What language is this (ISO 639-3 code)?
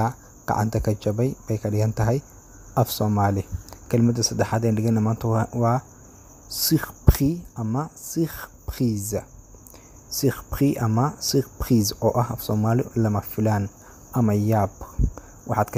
som